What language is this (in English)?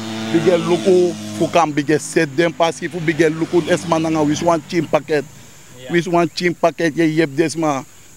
Sranan Tongo